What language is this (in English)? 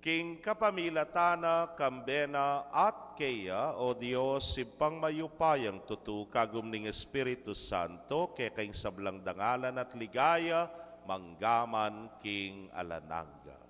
Pampanga